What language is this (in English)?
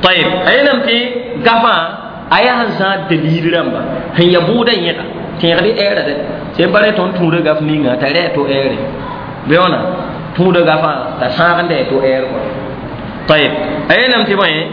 Mossi